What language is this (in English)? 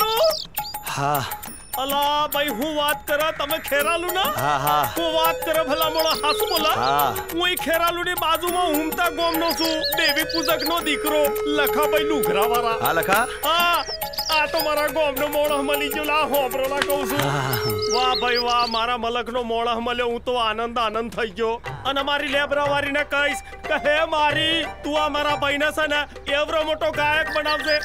Gujarati